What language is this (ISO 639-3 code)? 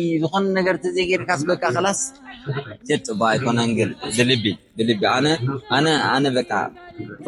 tir